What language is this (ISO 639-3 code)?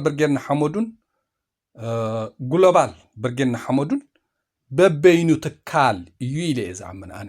tir